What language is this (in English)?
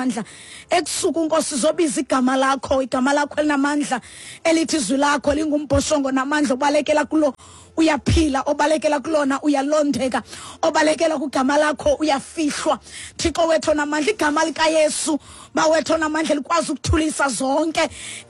Xhosa